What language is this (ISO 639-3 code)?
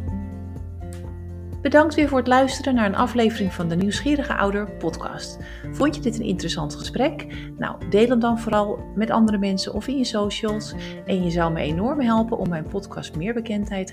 nld